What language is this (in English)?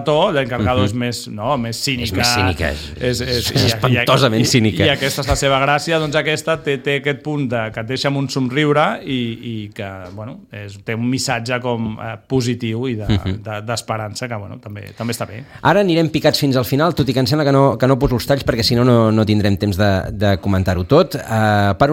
Catalan